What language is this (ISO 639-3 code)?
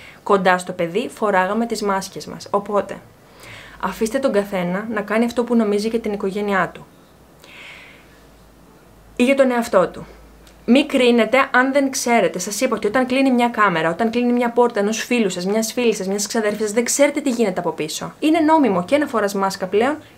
ell